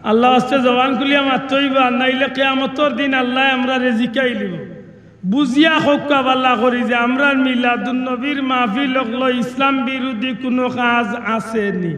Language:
Sylheti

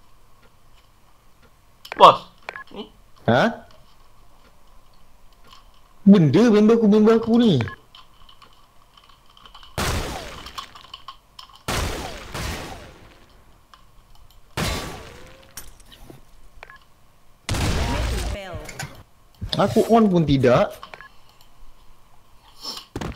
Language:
Malay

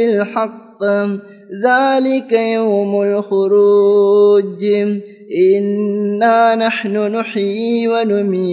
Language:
Tamil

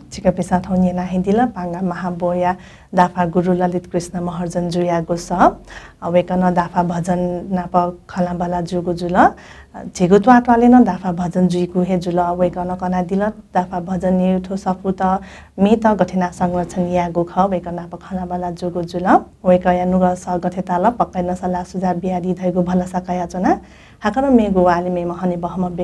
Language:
Newari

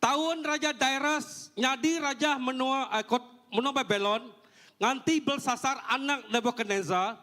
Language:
Iban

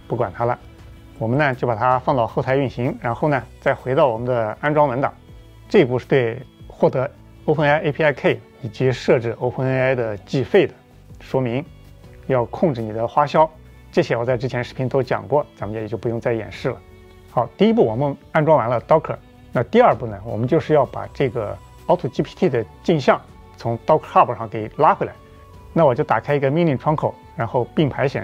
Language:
Chinese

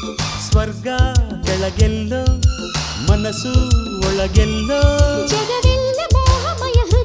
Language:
Kannada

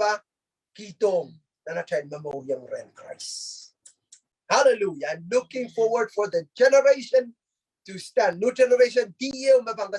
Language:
Pohnpeian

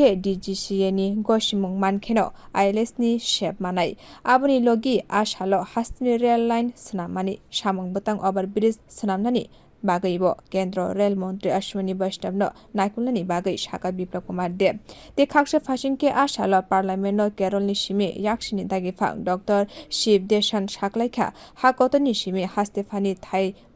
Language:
Kok Borok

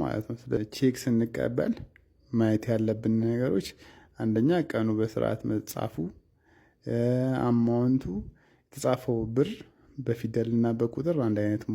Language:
Amharic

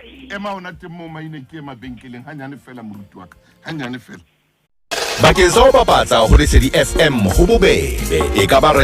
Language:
Southern Sotho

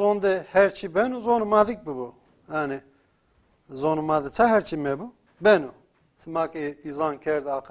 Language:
Zaza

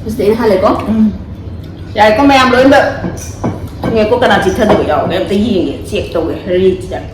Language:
Manipuri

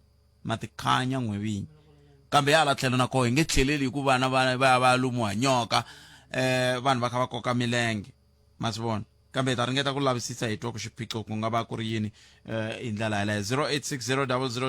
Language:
Tsonga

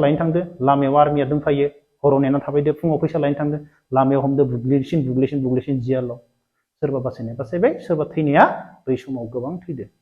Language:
Bodo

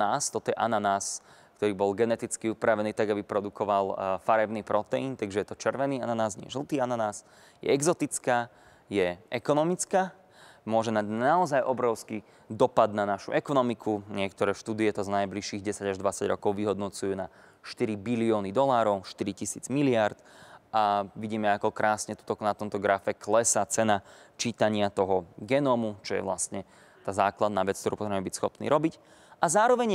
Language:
Slovak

